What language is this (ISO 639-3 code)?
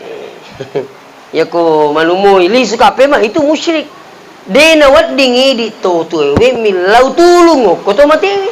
bug